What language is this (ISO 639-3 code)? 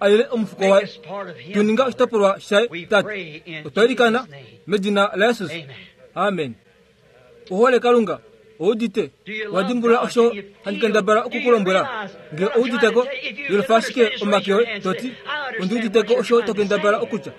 kua